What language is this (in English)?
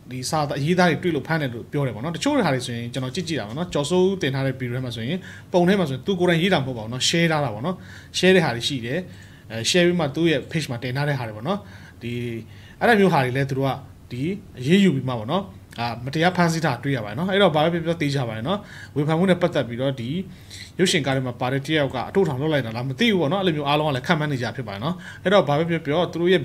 Burmese